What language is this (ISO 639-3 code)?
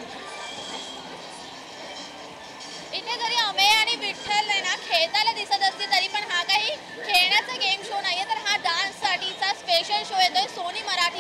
mar